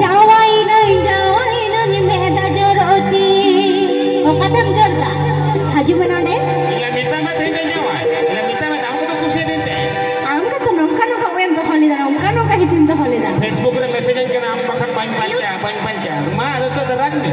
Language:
Santali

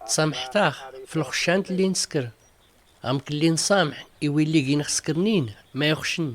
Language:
Tachelhit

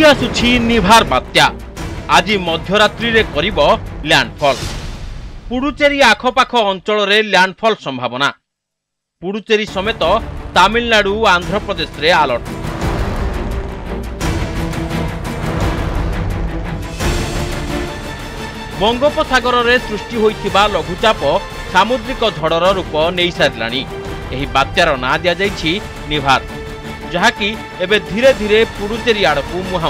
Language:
Odia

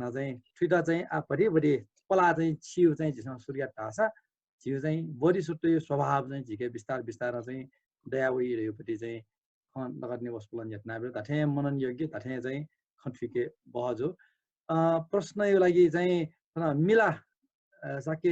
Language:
Newari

